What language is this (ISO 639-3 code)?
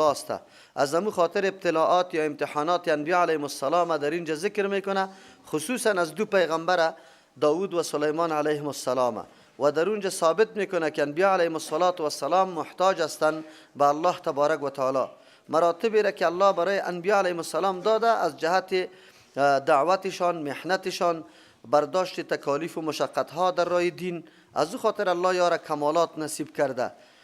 fas